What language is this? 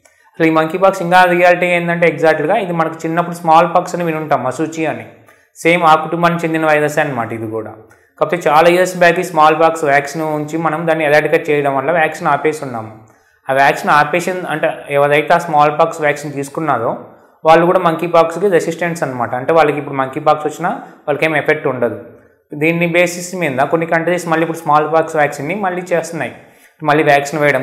Telugu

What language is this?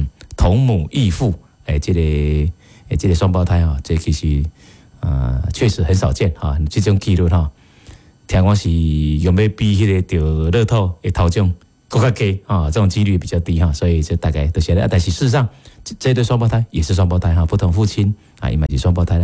Min Nan Chinese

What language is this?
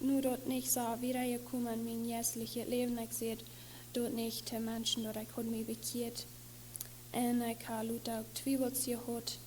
Plautdietsch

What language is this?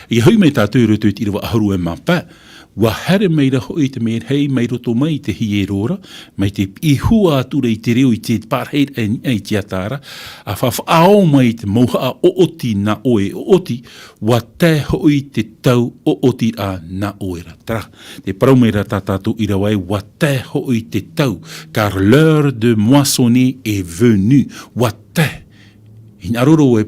Tahitian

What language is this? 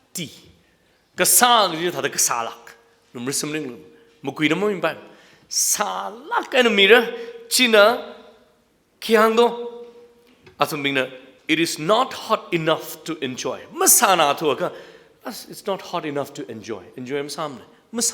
Tangkhul Naga (India)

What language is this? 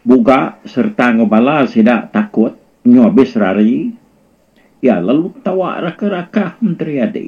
Iban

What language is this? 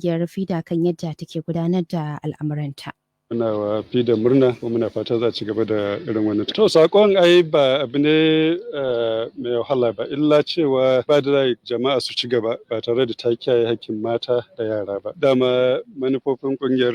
Hausa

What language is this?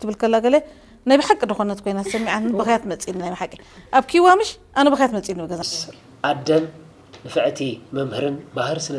Tigrinya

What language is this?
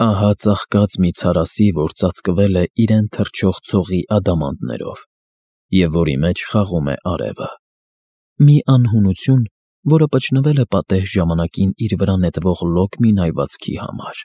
Armenian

